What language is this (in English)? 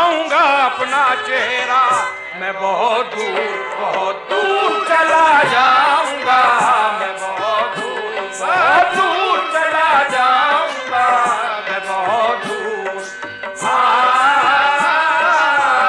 Hindi